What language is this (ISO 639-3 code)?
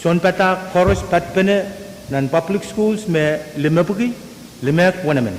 pon